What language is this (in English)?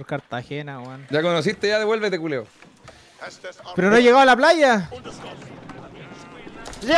Spanish